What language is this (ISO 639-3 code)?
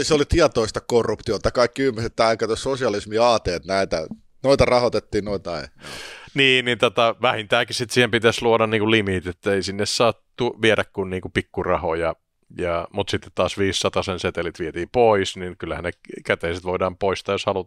fin